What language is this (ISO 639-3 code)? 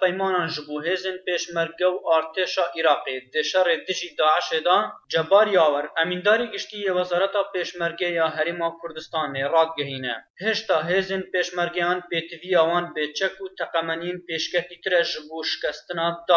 kur